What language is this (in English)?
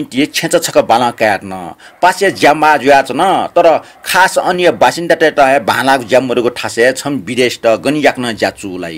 Newari